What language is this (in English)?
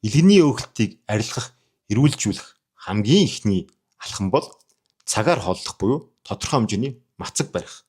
Mongolian